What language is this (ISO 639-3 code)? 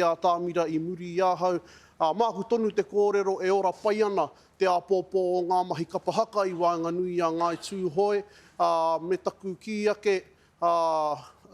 mri